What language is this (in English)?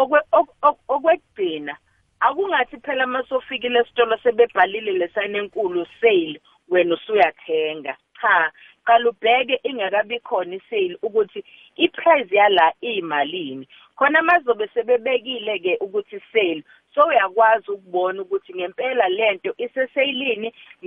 South Ndebele